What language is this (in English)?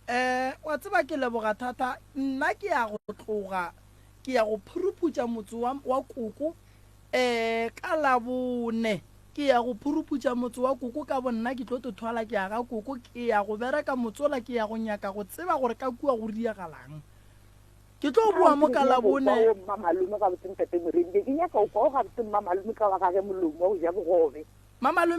Northern Sotho